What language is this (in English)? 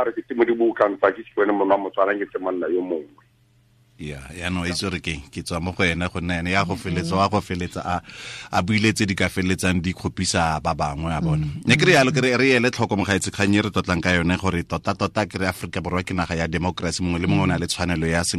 Tswana